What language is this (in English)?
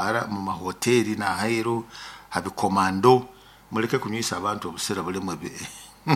Nyoro